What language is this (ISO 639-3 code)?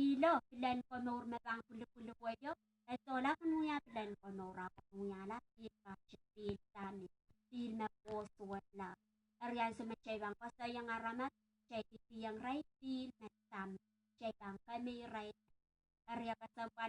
pon